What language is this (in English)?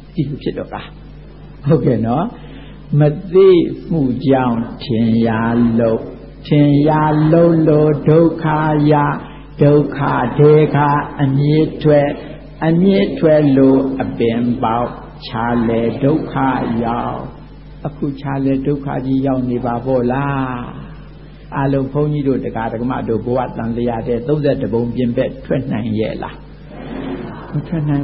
Burmese